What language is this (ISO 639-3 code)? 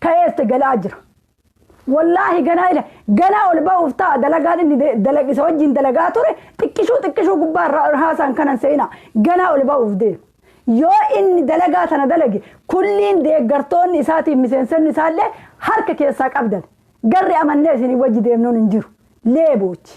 orm